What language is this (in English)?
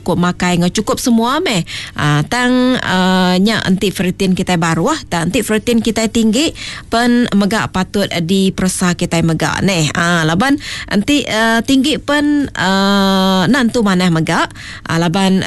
Iban